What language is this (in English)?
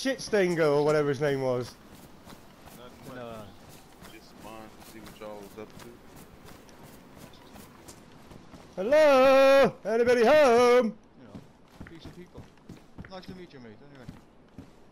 English